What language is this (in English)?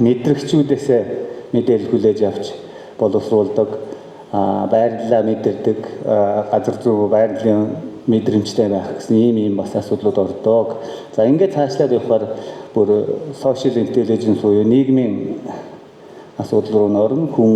Mongolian